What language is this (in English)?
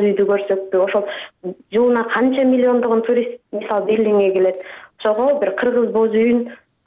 Kyrgyz